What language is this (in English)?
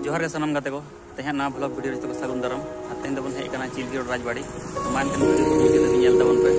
Santali